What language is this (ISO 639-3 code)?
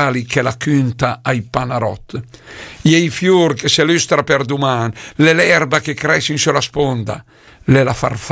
lmo